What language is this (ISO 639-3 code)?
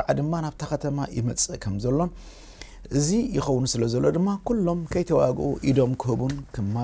tir